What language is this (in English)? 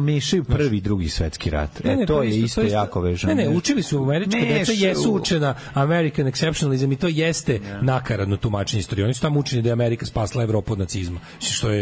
Serbian